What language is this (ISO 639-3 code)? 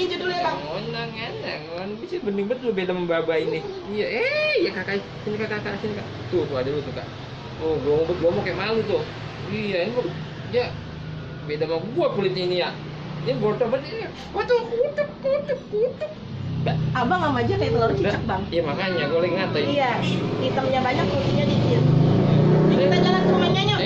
bew